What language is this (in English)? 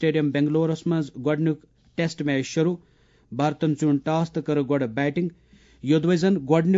Kashmiri